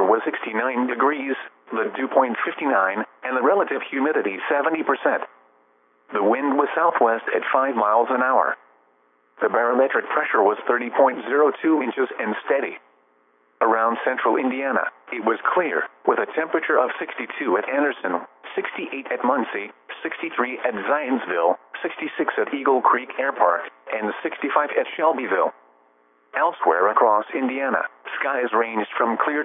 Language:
English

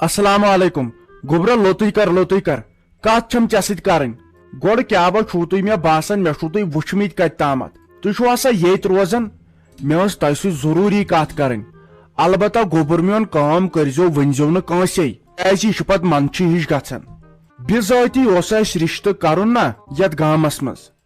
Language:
Kashmiri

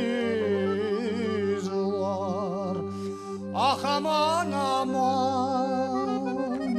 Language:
Crimean Tatar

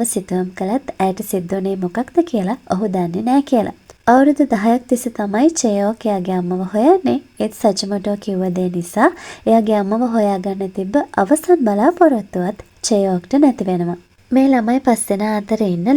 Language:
Sinhala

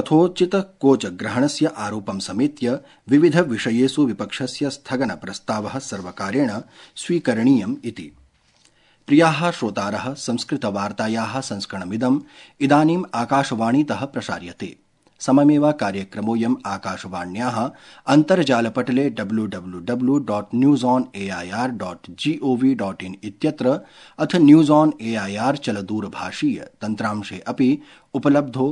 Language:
Sanskrit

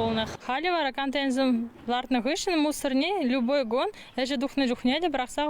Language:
Chuvash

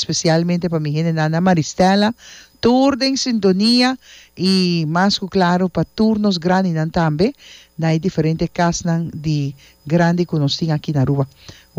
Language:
Papiamento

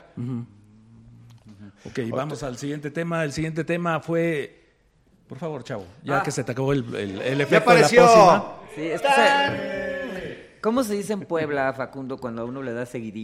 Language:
Spanish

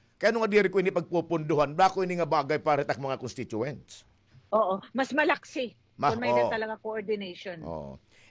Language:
Waray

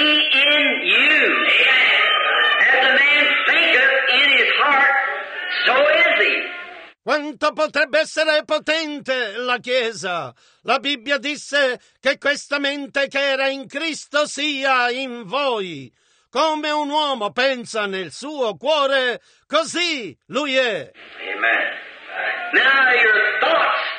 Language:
Italian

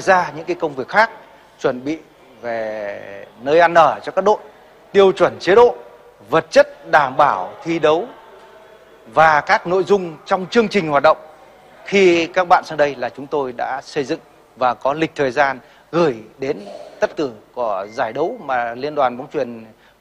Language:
Vietnamese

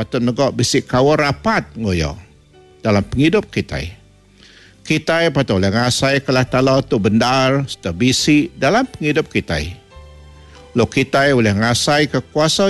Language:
Iban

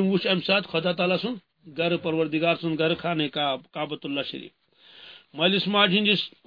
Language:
Kashmiri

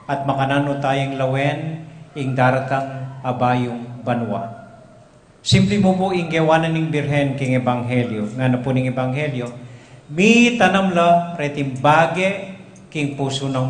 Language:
Pampanga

